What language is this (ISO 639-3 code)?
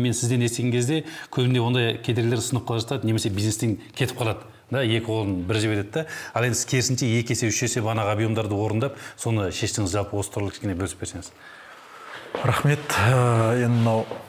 kaz